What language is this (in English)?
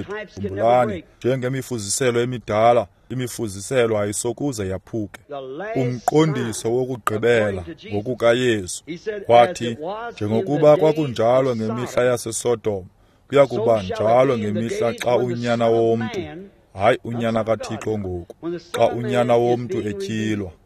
Xhosa